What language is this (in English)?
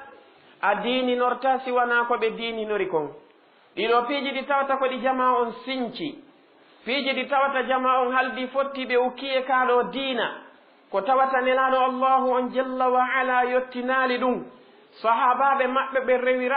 Fula